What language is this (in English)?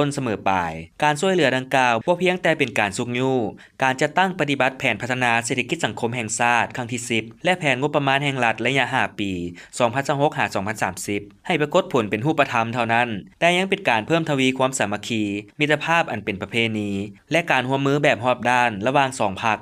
Lao